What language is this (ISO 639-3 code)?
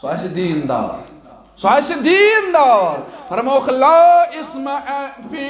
kas